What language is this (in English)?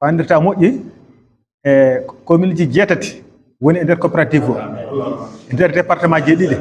Fula